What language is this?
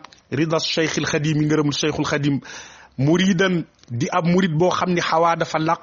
Wolof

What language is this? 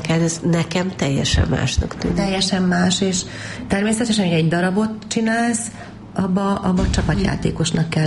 Hungarian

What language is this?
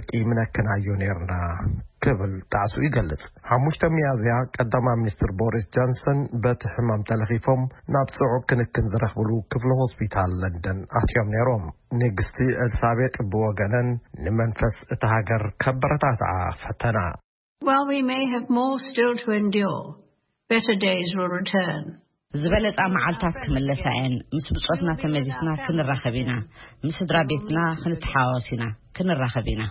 Tigrinya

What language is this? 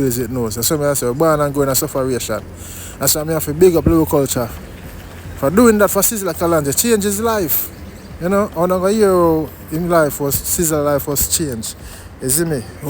Jamaican Creole English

